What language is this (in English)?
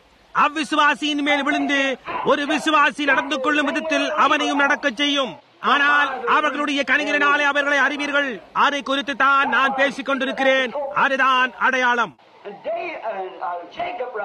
Tamil